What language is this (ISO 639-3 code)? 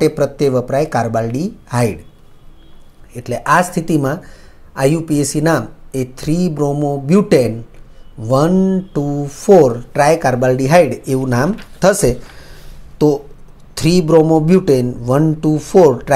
guj